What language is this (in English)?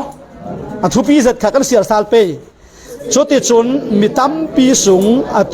Falam Chin